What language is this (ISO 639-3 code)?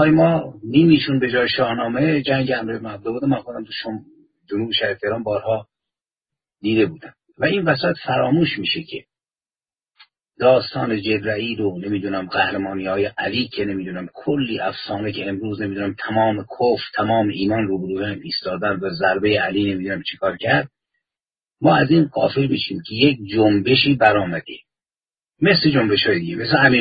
fas